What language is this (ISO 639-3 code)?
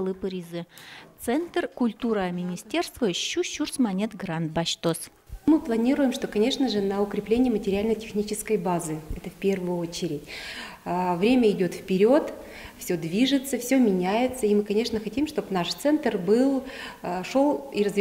udm